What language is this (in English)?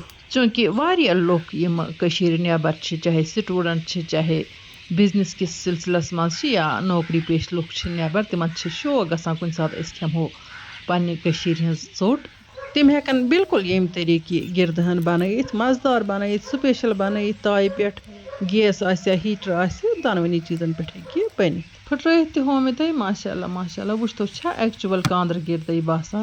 Kashmiri